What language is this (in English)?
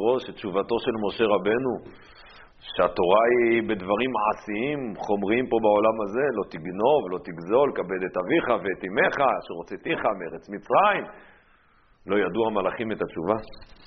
Hebrew